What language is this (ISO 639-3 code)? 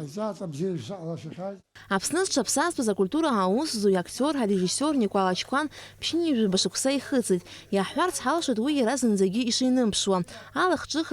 abk